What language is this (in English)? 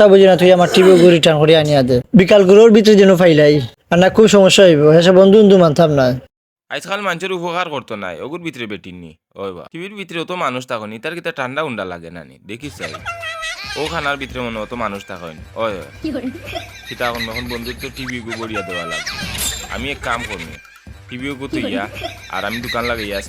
Sylheti